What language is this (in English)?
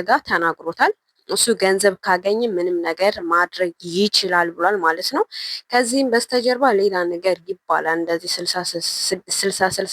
Amharic